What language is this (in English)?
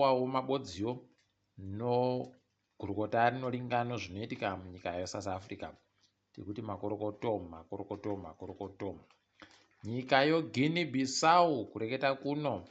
Ndau